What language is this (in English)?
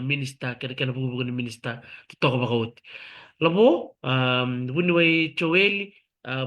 Fijian